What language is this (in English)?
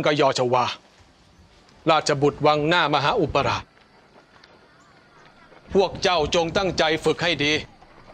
Thai